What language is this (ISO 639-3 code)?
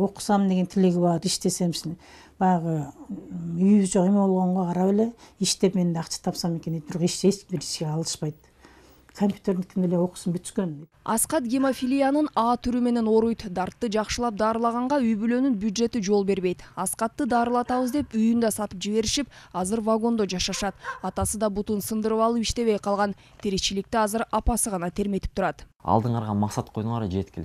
kir